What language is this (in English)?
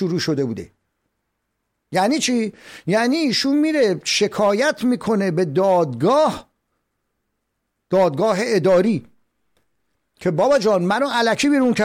Persian